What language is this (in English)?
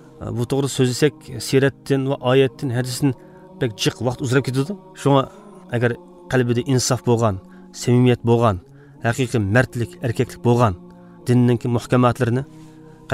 Uyghur